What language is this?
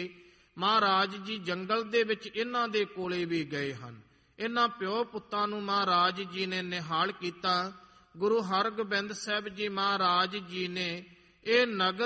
Punjabi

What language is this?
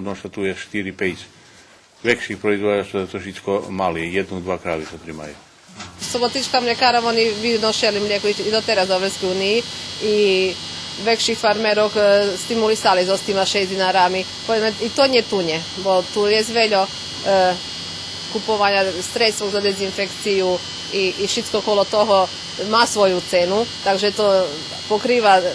Rusyn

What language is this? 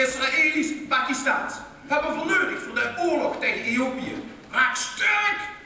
Limburgish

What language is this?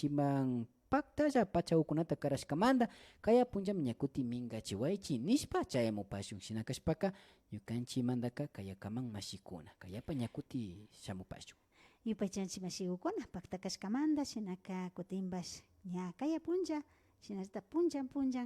Imbabura Highland Quichua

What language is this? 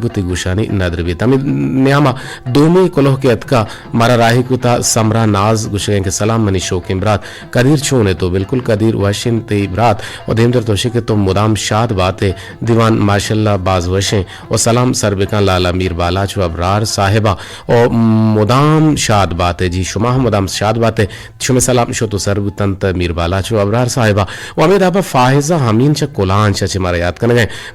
Eastern Balochi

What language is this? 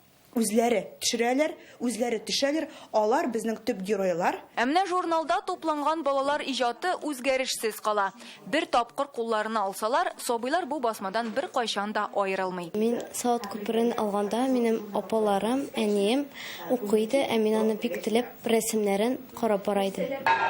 Tatar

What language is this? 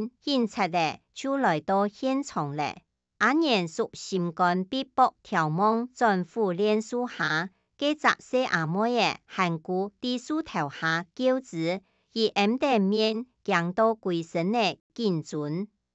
Hakka Chinese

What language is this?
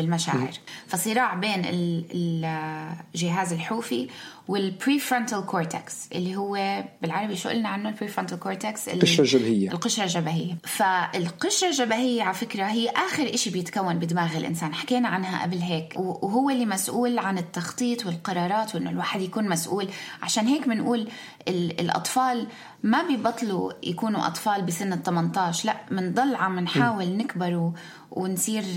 North Levantine Arabic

